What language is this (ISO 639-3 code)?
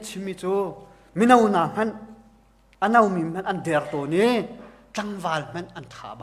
cnh